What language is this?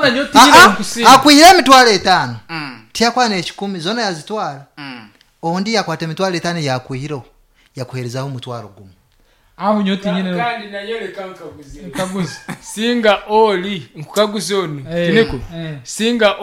Nyoro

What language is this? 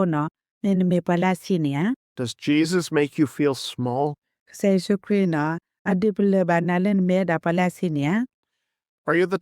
S'gaw Karen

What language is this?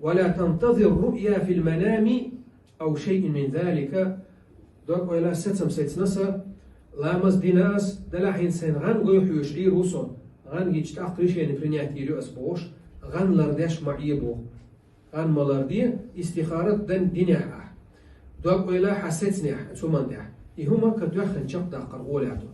Chechen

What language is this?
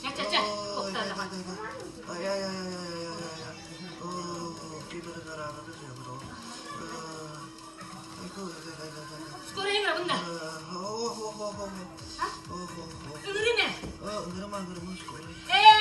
Yakut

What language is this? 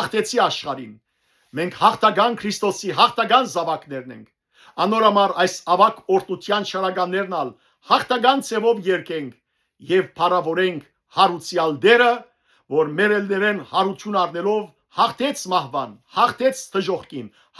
Western Armenian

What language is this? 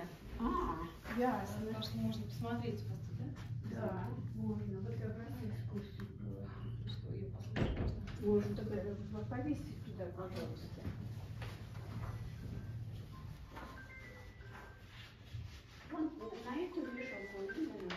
Russian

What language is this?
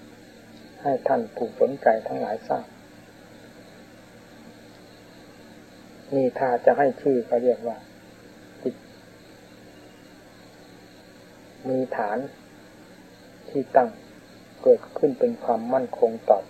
Thai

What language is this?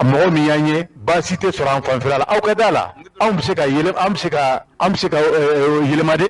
Bambara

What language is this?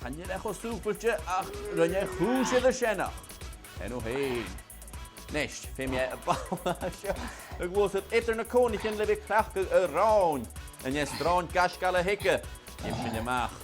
Scottish Gaelic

